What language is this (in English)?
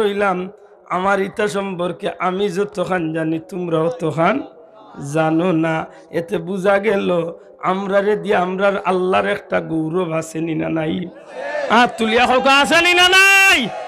Sylheti